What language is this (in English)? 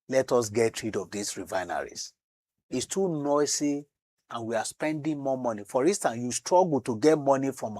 Nigerian Pidgin